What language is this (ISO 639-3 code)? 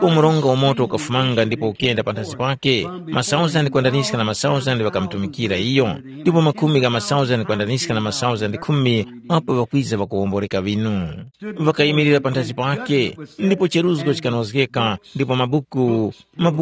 tum